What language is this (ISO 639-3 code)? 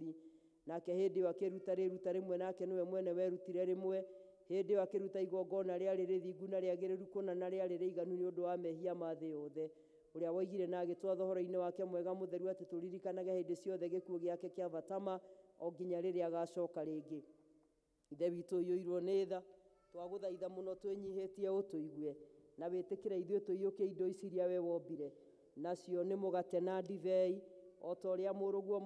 kik